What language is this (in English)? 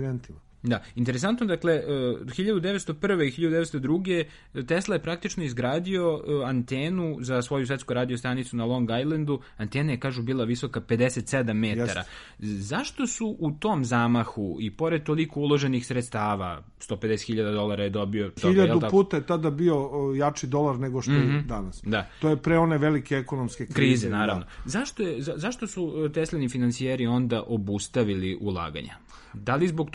Serbian